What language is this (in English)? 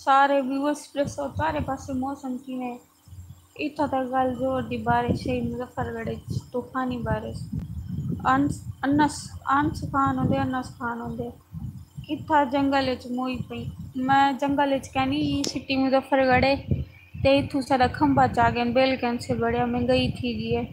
Saraiki